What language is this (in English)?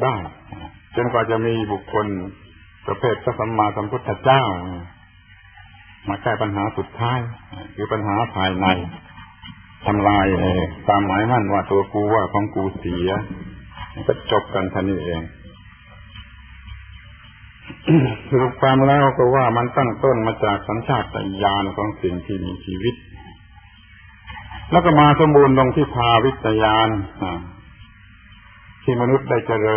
Thai